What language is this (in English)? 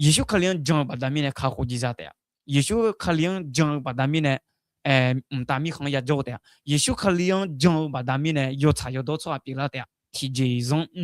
Akha